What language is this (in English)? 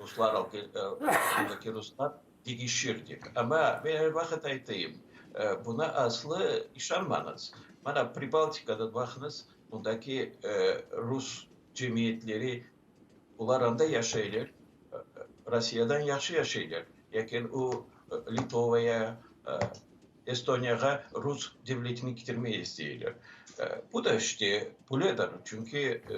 Crimean Tatar